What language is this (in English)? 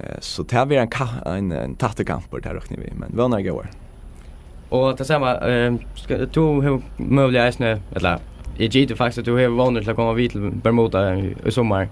Faroese